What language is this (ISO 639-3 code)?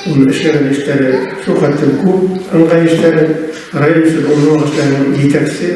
bak